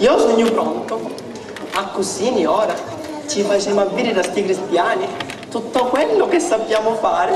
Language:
Sicilian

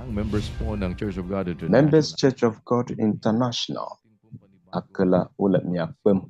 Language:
Ewe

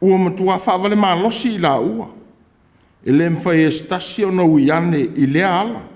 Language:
Samoan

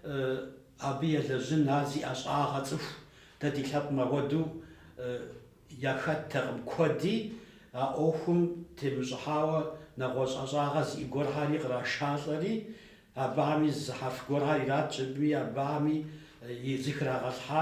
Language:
Kabardian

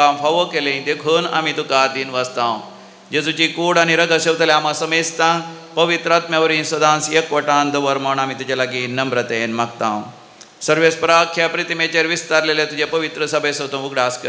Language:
Konkani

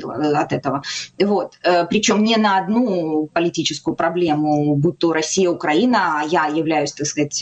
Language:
Russian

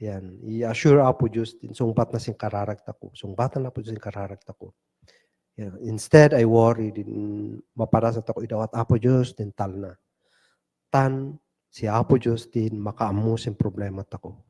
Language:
Kankanaey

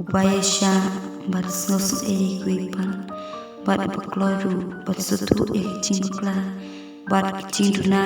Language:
Khasi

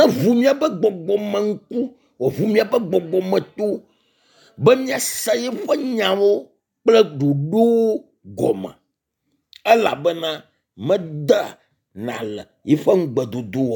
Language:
Ewe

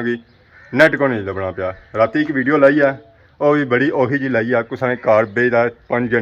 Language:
Pahari-Potwari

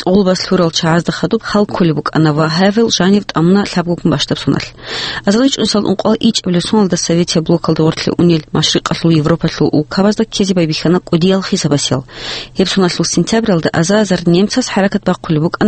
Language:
Avaric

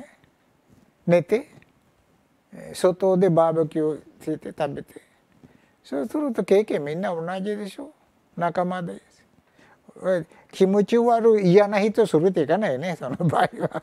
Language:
Japanese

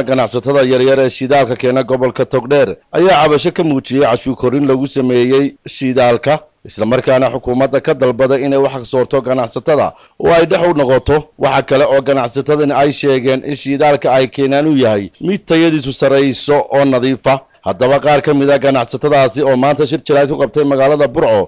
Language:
Somali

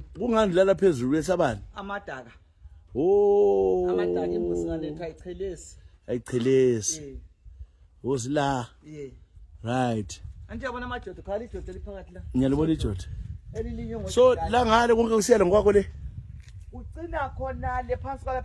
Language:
North Ndebele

